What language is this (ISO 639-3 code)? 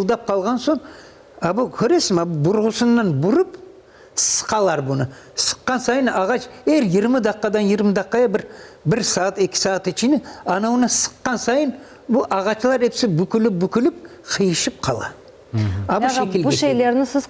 crh